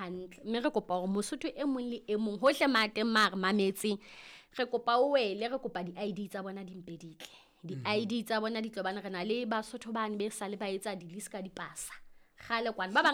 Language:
Southern Sotho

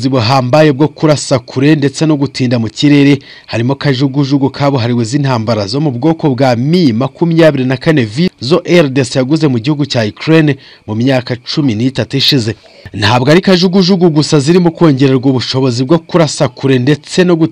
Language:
Kinyarwanda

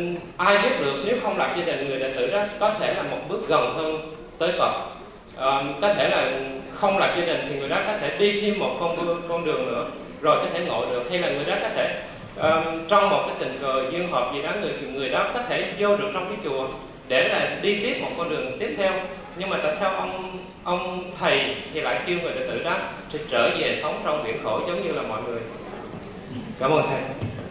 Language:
Vietnamese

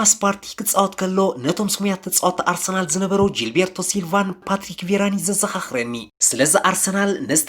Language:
Tigrinya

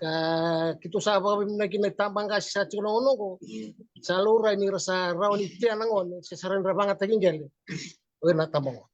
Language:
Fijian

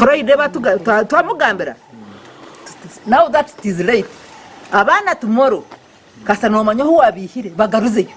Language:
Nyankole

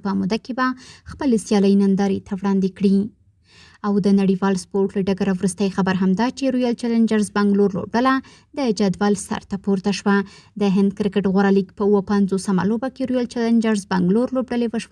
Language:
Pashto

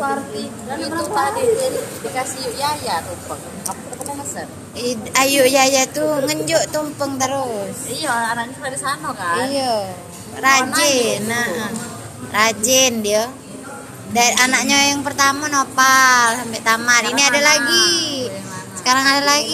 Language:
Musi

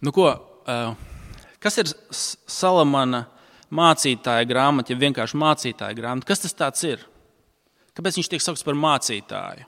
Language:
Latvian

